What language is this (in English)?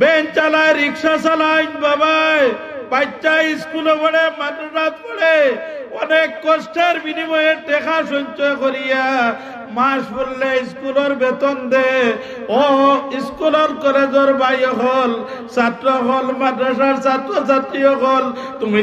Sylheti